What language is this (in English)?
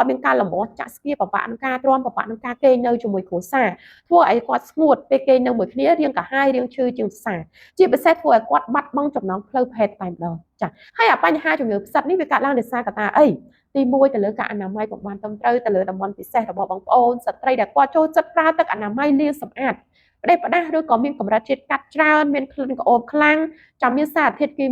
Khmer